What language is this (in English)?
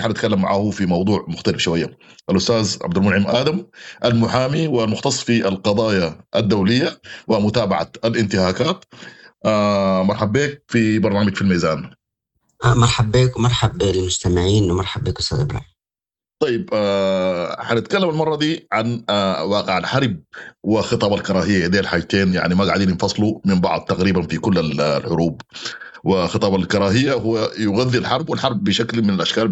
Sudanese Arabic